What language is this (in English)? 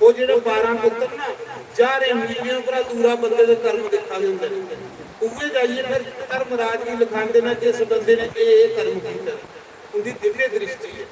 Dogri